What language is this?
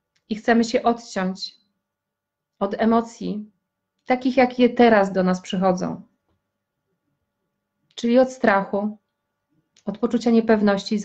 Polish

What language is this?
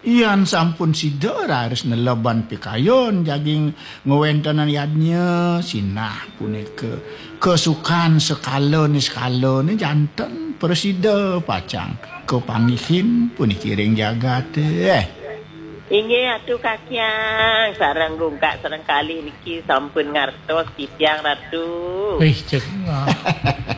Balinese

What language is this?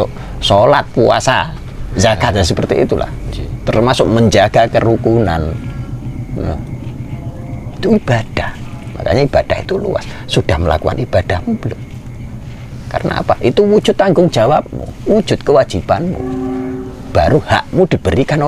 Indonesian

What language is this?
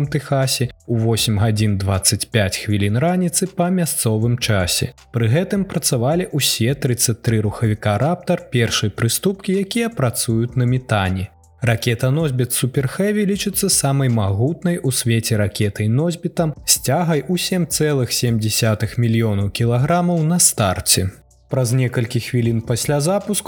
Belarusian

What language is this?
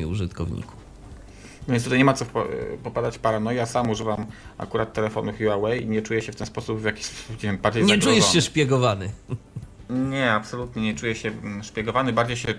Polish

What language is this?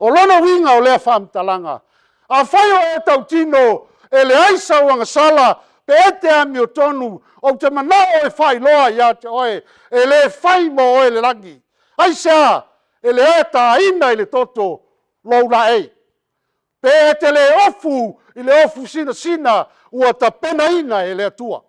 Samoan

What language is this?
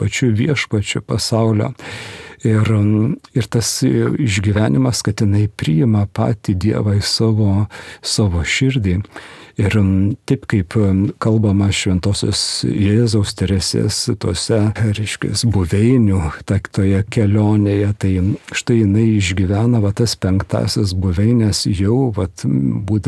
Lithuanian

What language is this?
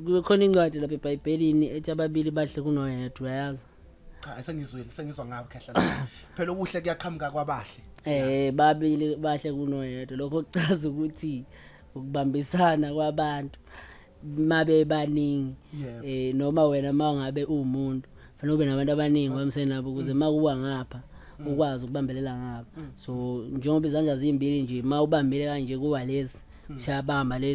Zulu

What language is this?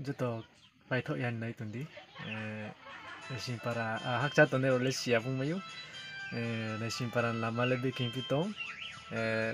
Riang (India)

